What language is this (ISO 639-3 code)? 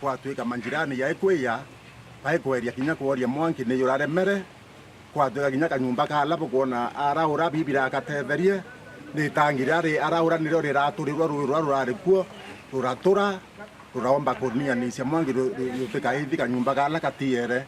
mer